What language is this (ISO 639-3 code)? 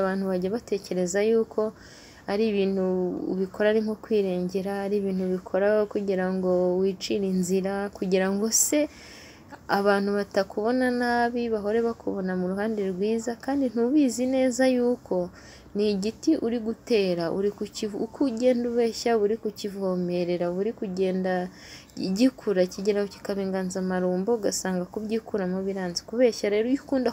kin